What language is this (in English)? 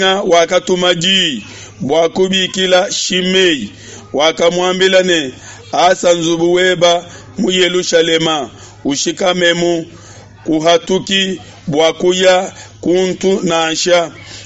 Luba-Lulua